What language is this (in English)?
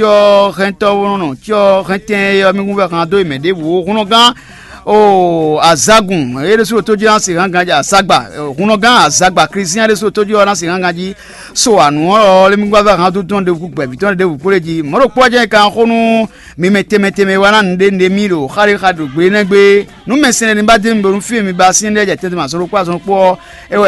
Fon